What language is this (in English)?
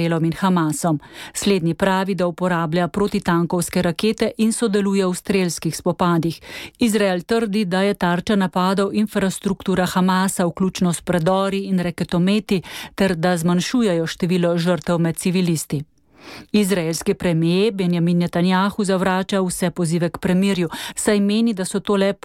Slovenian